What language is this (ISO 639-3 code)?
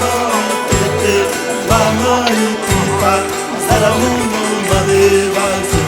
xav